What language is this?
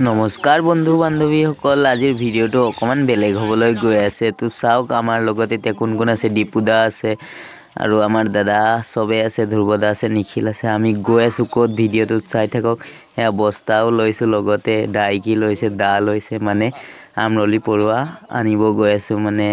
Assamese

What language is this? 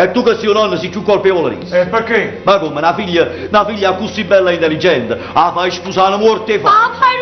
Neapolitan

